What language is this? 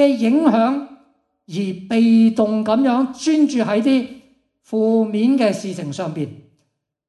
Cantonese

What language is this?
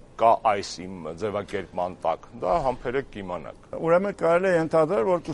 Armenian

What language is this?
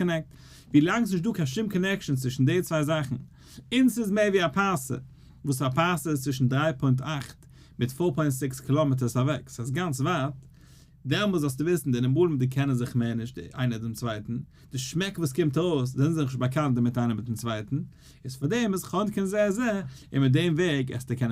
Yiddish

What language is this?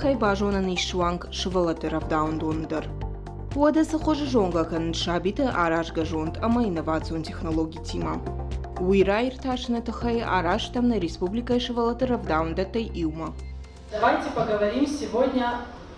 Ossetic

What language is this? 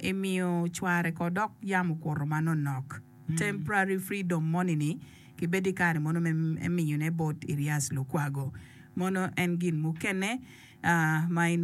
Acoli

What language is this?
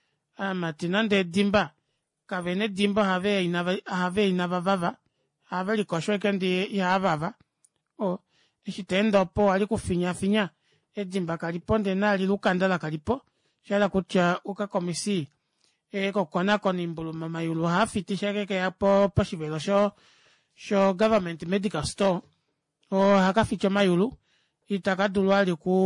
Kuanyama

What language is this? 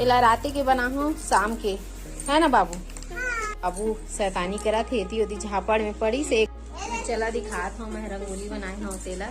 Chhattisgarhi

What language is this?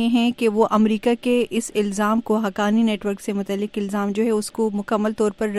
Urdu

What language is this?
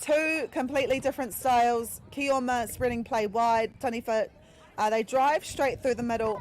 Māori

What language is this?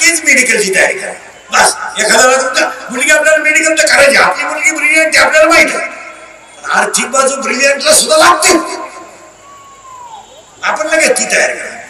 Marathi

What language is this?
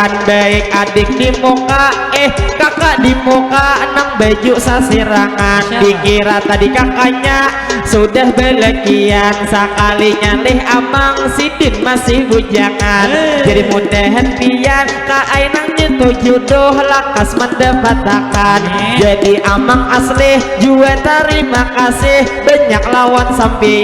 Banjar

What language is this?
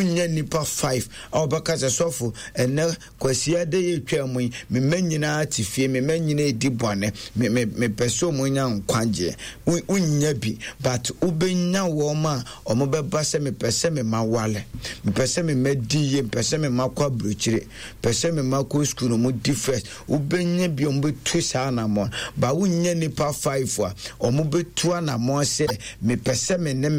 Akan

